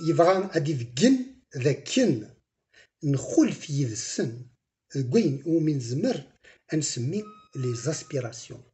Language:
Kabyle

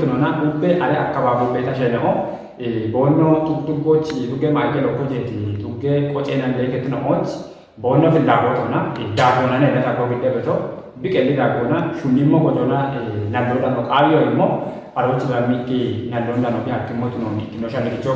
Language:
Kafa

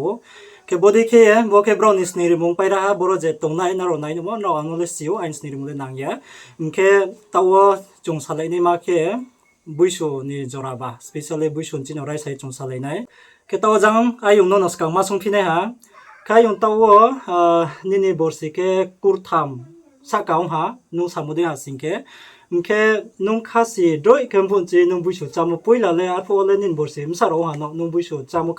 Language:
Riang (India)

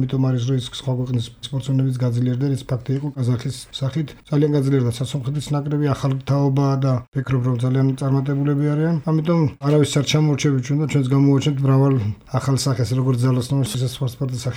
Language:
Georgian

